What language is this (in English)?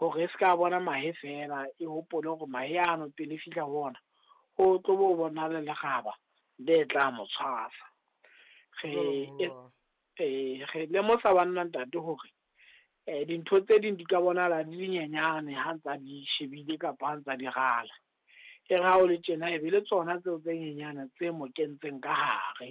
Southern Sotho